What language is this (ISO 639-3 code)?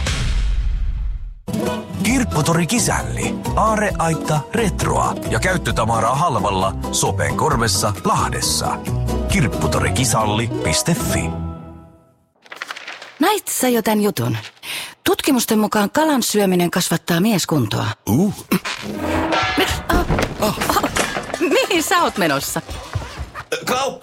fin